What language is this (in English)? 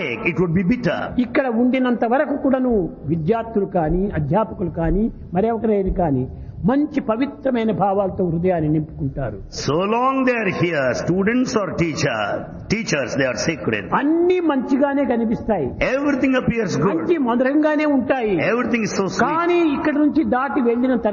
Telugu